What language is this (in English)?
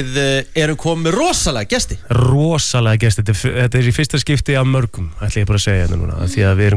Icelandic